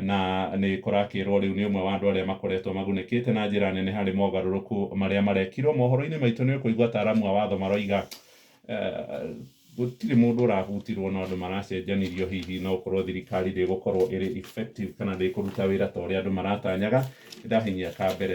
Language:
Kikuyu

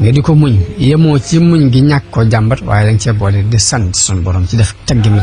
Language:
Wolof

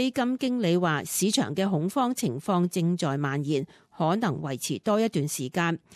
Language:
Cantonese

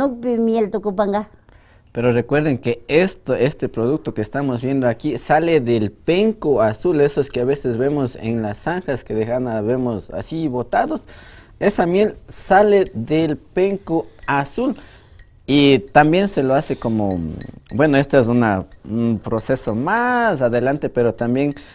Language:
Imbabura Highland Quichua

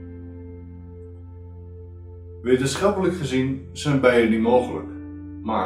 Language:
Dutch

